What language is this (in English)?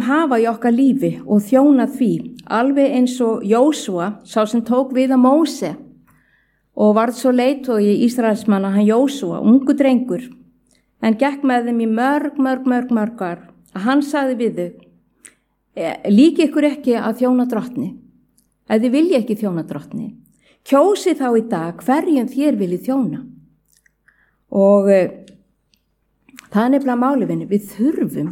Icelandic